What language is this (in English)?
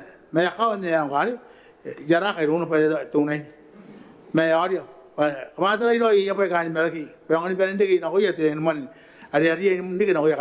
Gilbertese